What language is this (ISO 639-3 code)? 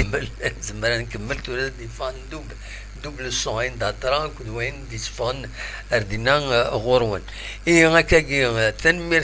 kab